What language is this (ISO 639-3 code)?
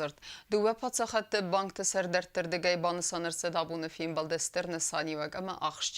oss